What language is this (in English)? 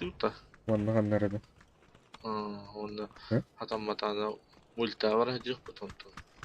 Yakut